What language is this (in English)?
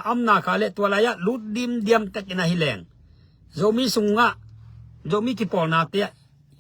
Tedim Chin